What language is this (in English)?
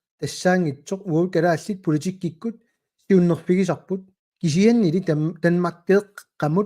Kalaallisut